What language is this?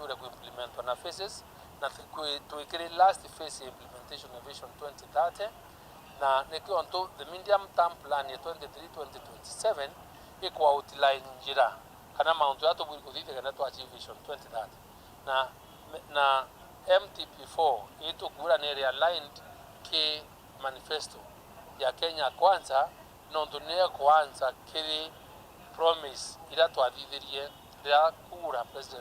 Meru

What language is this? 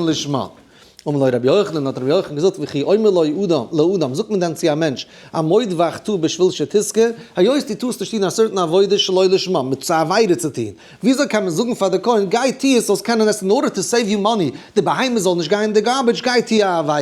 Yiddish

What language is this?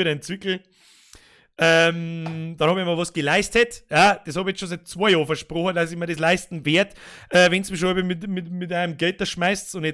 Bavarian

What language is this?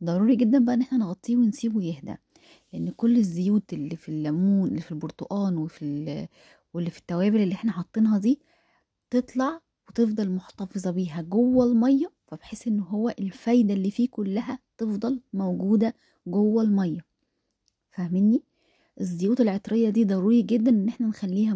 Egyptian Arabic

